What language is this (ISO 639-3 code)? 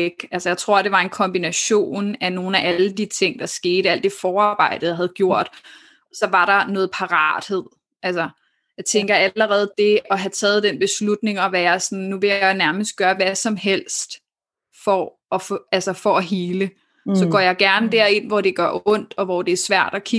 dan